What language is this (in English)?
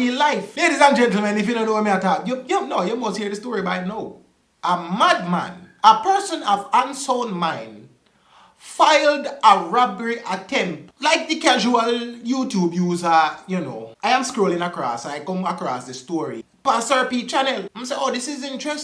Jamaican Creole English